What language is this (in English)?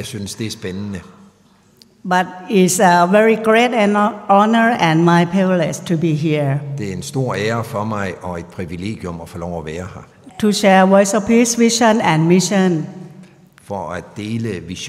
Danish